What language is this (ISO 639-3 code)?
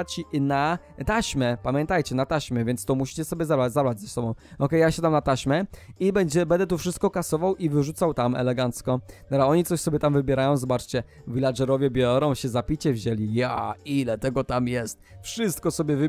pol